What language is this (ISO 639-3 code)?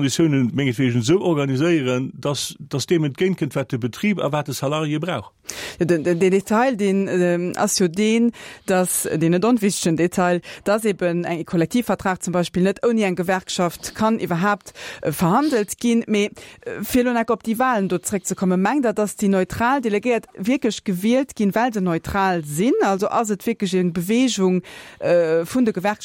ltz